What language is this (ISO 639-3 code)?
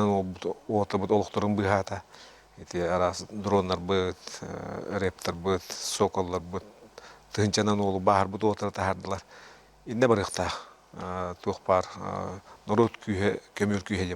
sah